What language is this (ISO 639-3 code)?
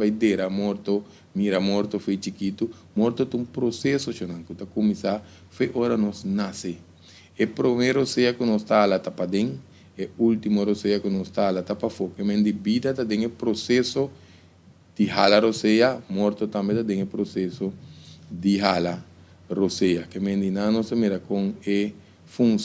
pap